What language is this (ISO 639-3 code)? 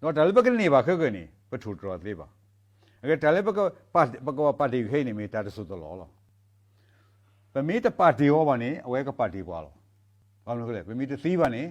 ksw